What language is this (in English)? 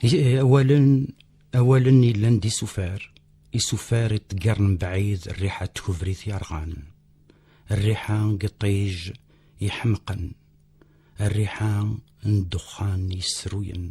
Kabyle